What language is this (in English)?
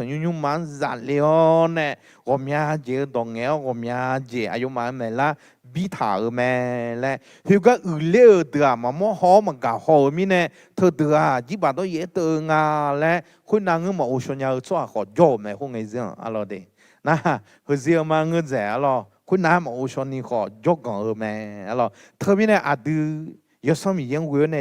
Akha